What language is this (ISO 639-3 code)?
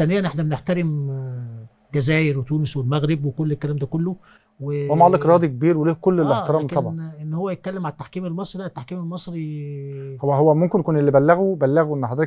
arz